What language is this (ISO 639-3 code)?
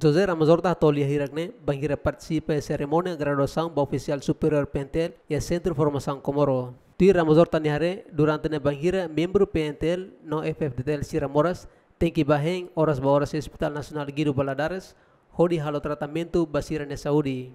tet